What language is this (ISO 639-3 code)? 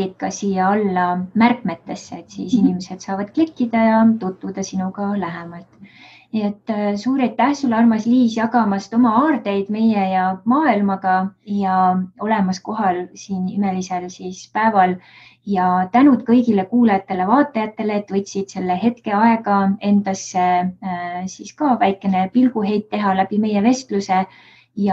est